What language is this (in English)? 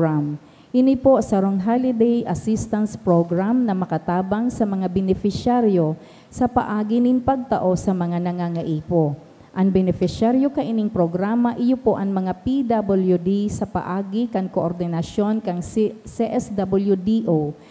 Bikol